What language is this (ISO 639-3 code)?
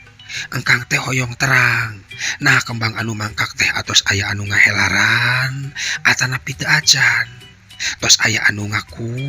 sun